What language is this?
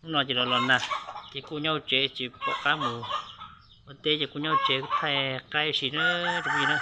Hmong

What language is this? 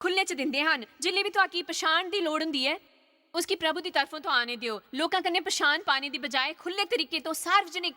Dogri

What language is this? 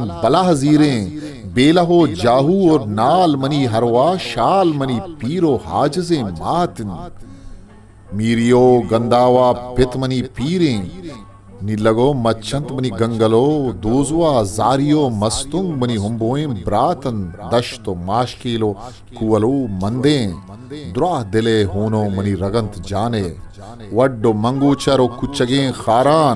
Eastern Balochi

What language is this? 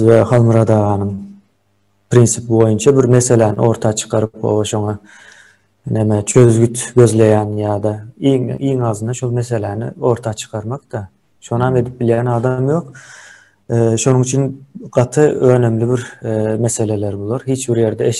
Turkmen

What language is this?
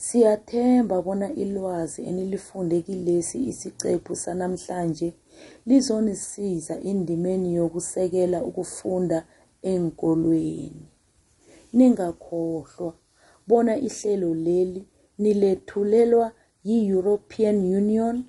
South Ndebele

